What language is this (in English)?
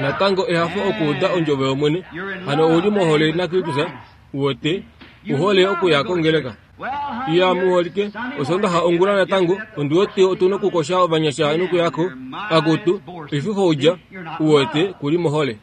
Kuanyama